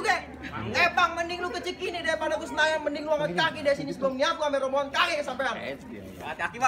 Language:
Betawi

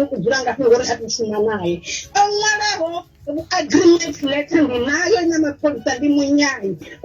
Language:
Venda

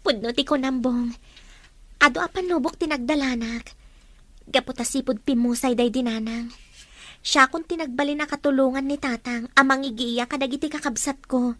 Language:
Iloko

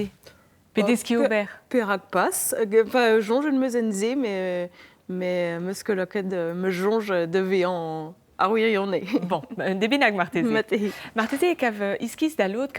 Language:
Breton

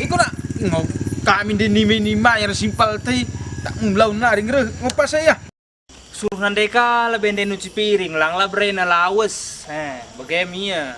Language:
Batak Karo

